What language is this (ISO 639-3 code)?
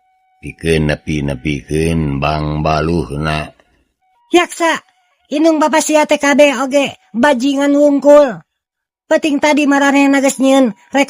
sun